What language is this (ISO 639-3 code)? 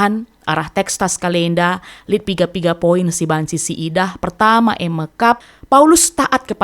btx